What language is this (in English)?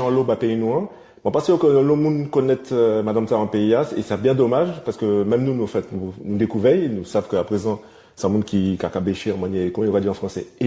Guadeloupean Creole French